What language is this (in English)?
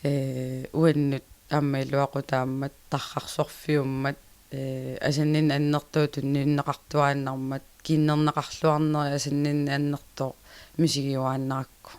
Kalaallisut